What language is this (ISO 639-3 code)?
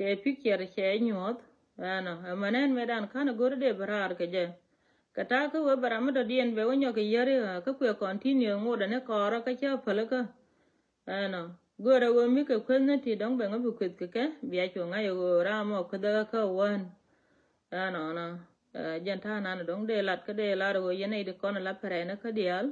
nus